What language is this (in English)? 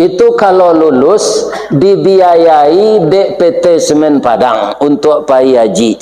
Minangkabau